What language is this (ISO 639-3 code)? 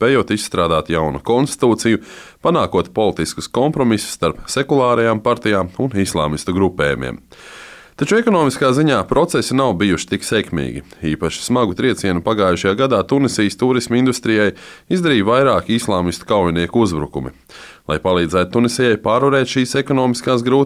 lav